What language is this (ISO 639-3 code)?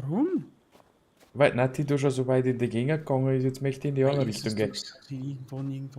bar